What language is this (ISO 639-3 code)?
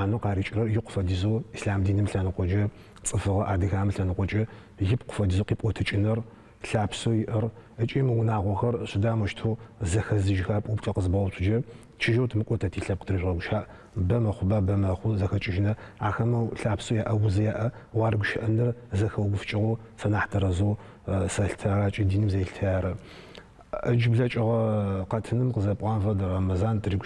ady